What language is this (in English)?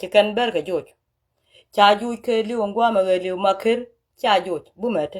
Nuer